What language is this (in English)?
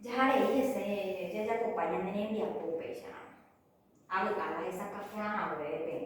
Guarani